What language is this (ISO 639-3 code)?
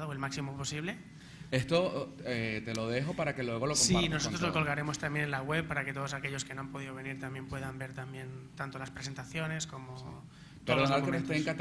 spa